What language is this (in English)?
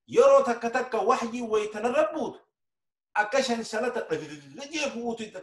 Oromo